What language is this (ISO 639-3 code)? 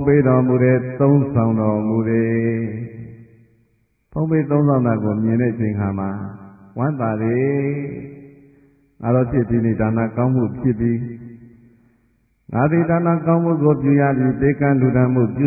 mya